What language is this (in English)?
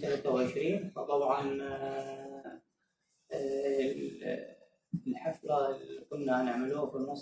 Egyptian Arabic